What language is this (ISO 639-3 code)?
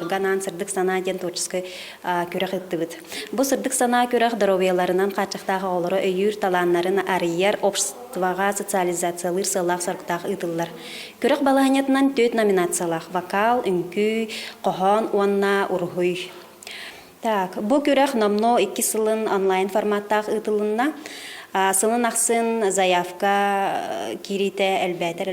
sah